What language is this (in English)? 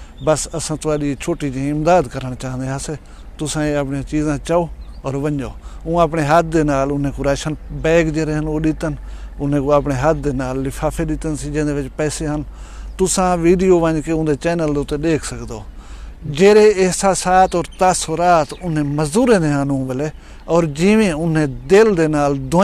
Saraiki